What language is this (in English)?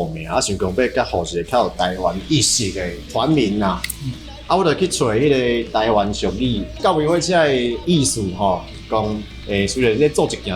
Min Nan Chinese